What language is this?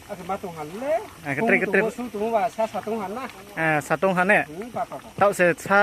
Riang (India)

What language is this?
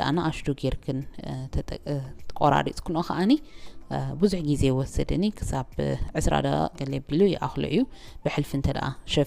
Tigrinya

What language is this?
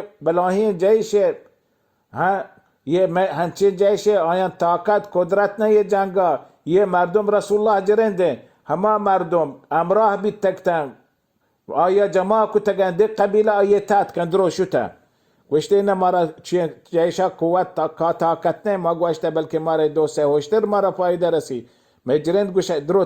Baluchi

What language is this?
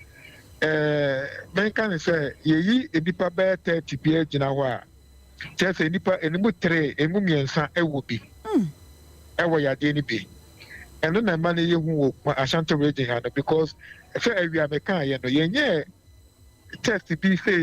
Akan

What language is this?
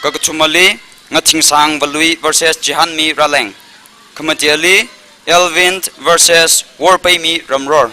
Tangkhul Naga (India)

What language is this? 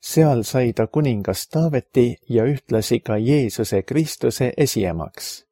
Estonian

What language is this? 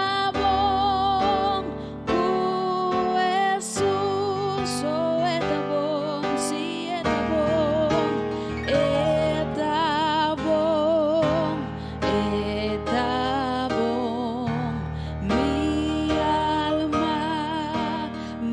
Papiamento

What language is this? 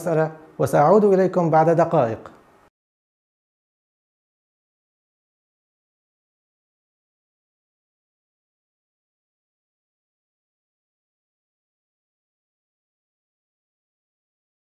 Arabic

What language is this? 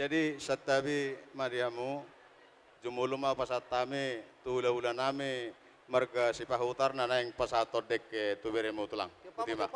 Batak Toba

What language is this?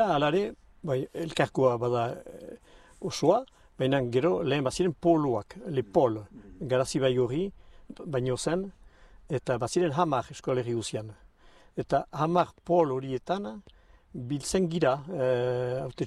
Basque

